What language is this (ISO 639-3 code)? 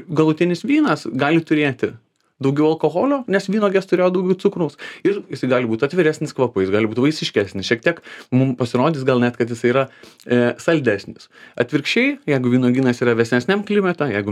lit